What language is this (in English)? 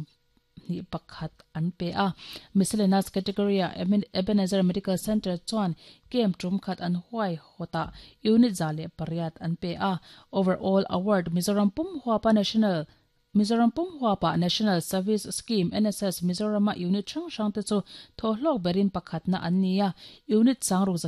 Mizo